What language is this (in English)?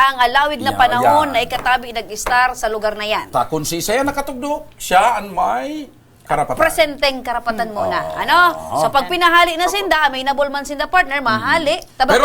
Bikol